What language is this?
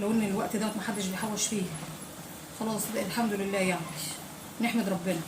Egyptian Arabic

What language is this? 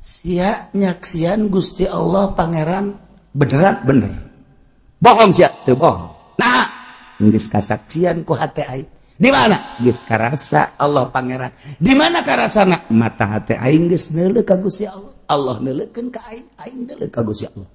Sundanese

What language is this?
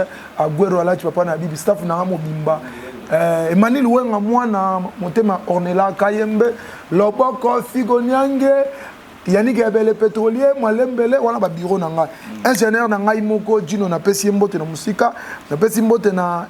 Lingala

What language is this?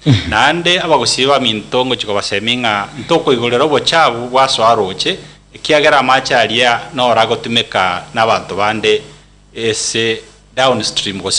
Gusii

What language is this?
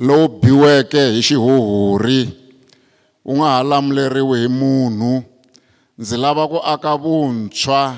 Tsonga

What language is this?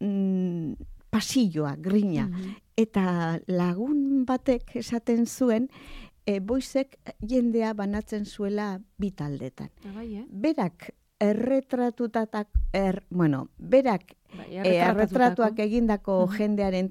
Basque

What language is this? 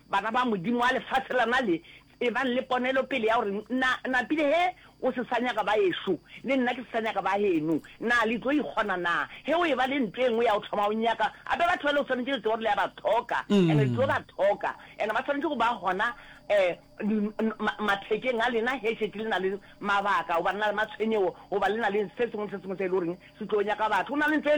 Northern Sotho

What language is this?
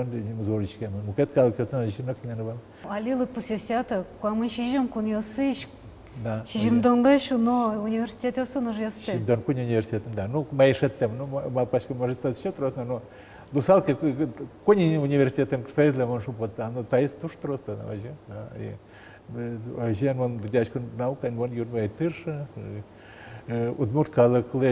Udmurt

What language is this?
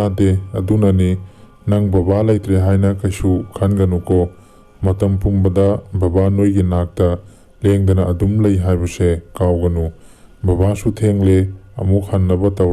Manipuri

